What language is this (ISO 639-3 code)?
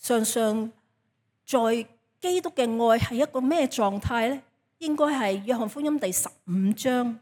yue